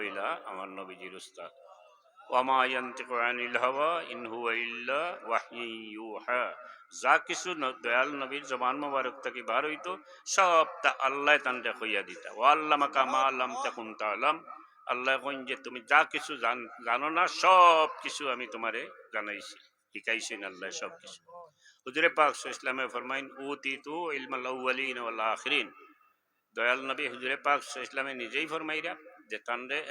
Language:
Sylheti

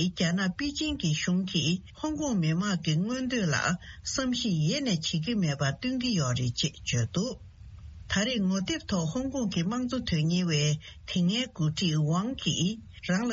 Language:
Tibetan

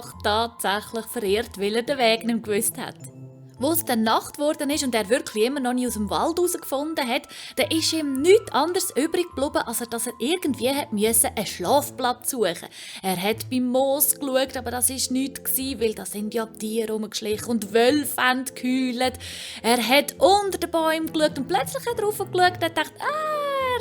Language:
Swiss German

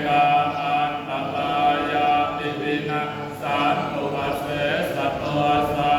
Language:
Pali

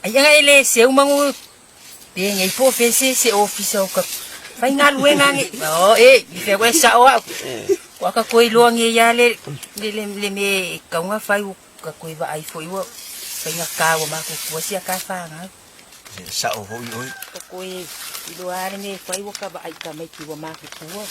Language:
Samoan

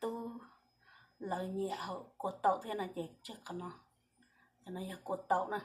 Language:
Hmong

